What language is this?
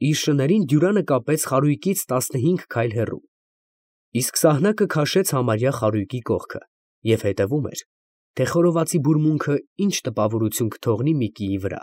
Armenian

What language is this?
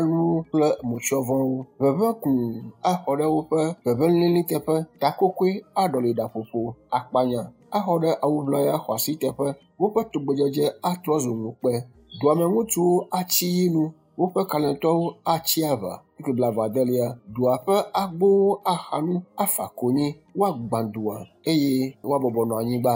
Ewe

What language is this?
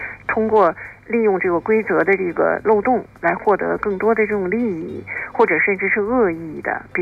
Chinese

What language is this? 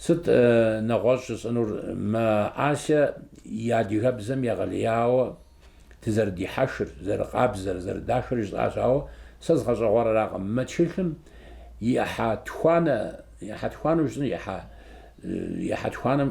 Kabardian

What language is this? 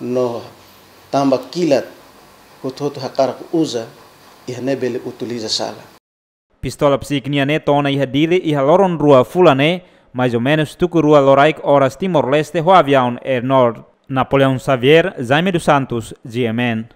Tetum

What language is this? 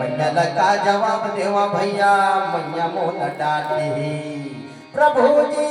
Chhattisgarhi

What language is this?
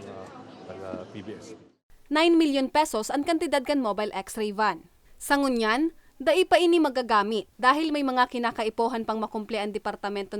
Bikol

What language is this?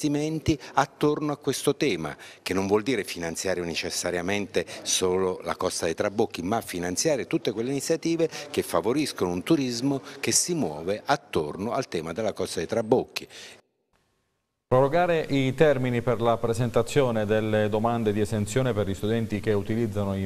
Italian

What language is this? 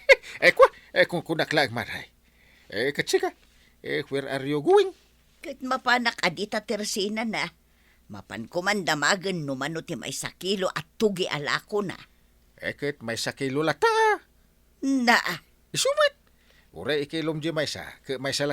Iloko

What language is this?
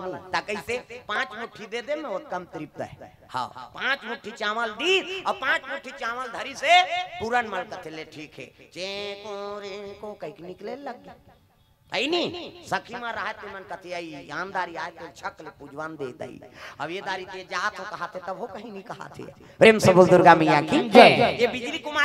Chhattisgarhi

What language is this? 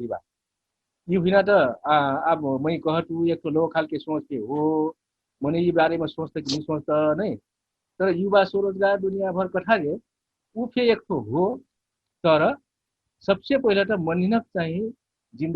Dangaura Tharu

